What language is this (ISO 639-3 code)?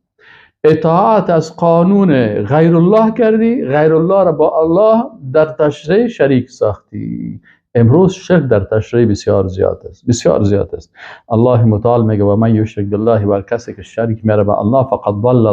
fas